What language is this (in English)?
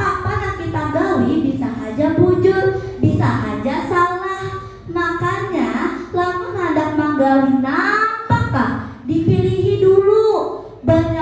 Banjar